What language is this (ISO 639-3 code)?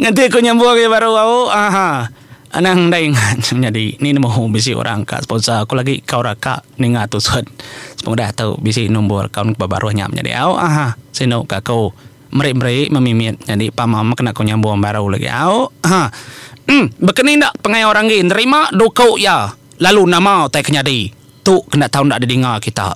iba